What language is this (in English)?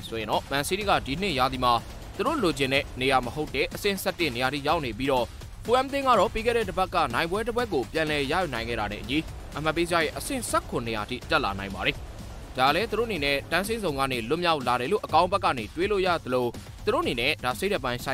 Burmese